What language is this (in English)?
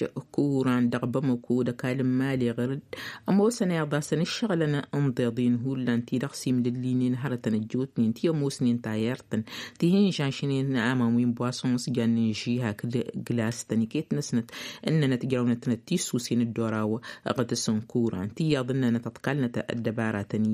Tamasheq